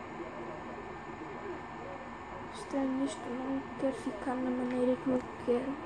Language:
Portuguese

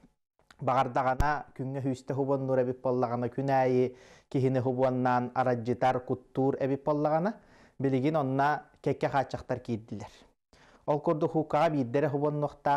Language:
Yakut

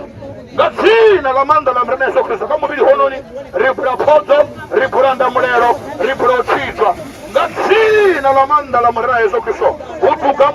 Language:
Venda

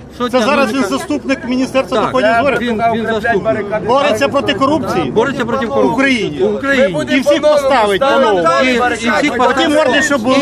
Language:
Ukrainian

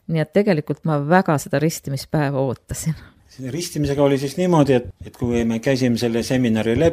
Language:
Estonian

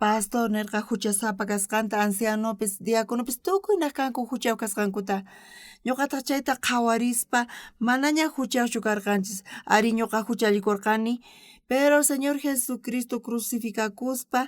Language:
South Bolivian Quechua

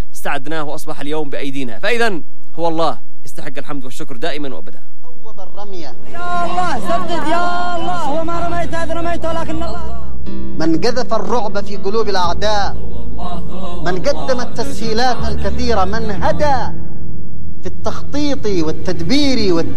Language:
Arabic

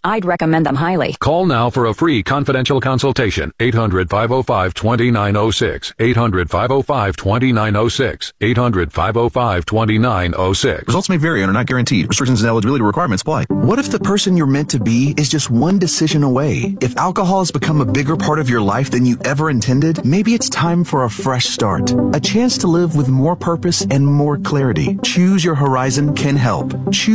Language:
English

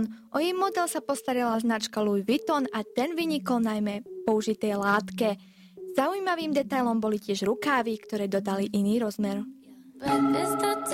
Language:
Slovak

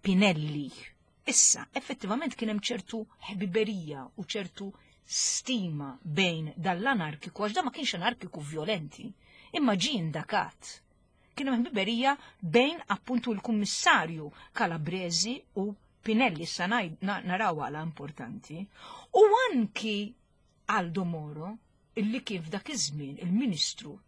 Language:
Maltese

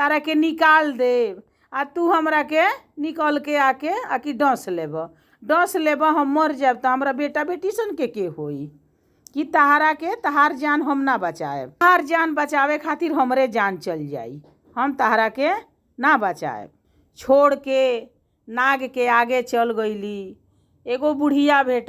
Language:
Bhojpuri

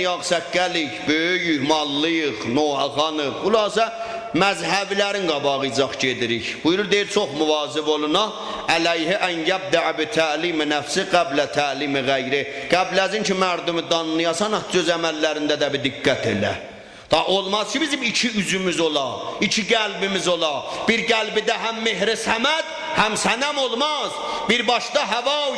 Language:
South Azerbaijani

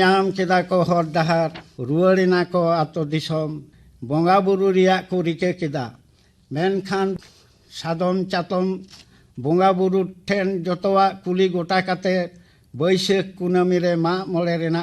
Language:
Santali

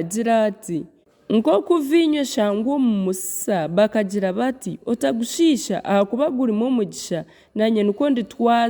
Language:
Nyankole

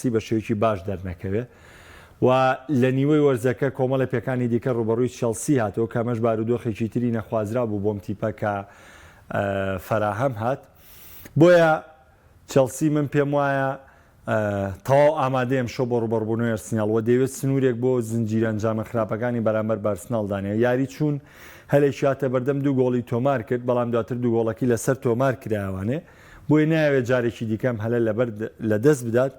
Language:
Central Kurdish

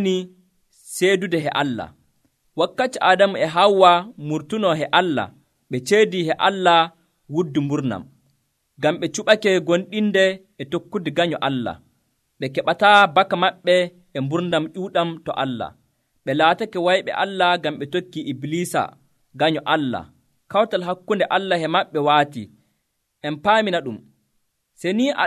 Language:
Nigerian Fulfulde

